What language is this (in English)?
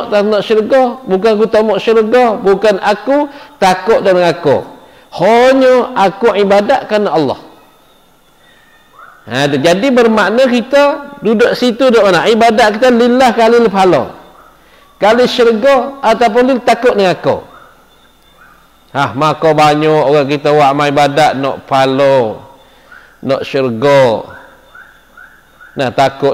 Malay